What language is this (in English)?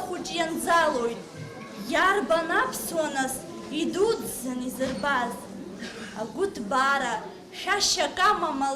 Abkhazian